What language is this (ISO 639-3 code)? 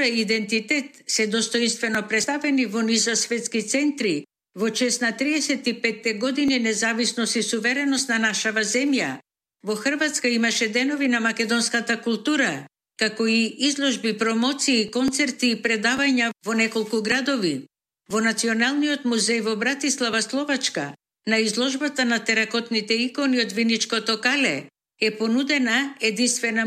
mkd